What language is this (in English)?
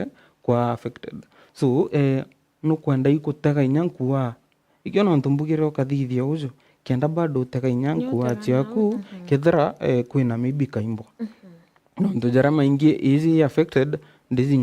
Meru